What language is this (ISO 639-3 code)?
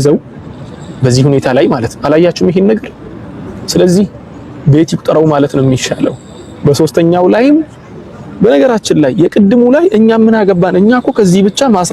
amh